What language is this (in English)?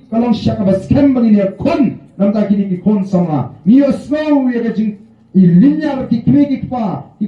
Khasi